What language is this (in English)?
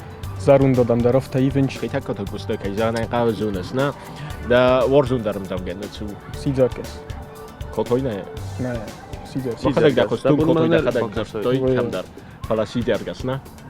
Ossetic